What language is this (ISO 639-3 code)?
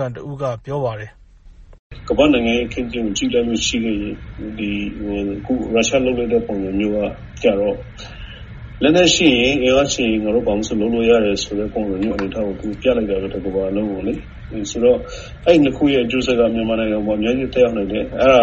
mya